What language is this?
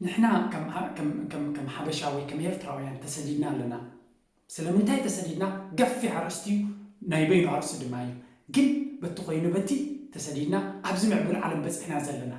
Tigrinya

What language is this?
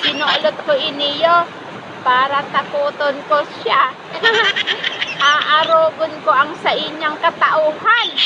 Bikol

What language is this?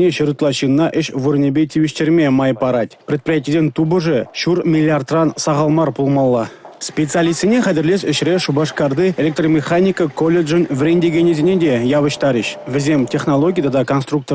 Chuvash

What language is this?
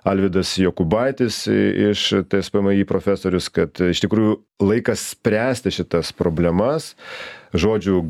Lithuanian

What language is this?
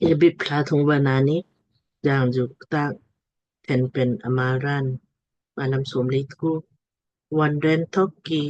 Lamkang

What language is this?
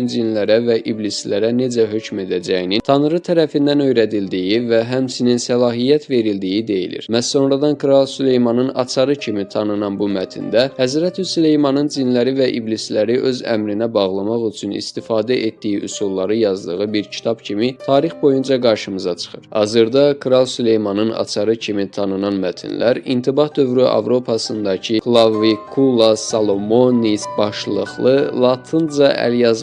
Azerbaijani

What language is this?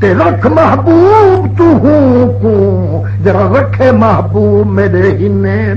Saraiki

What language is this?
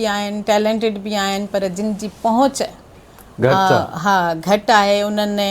Sindhi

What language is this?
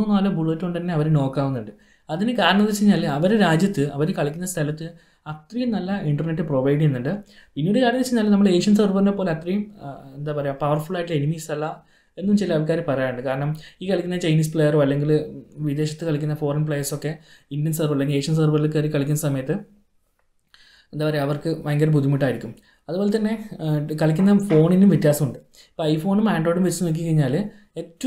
Malayalam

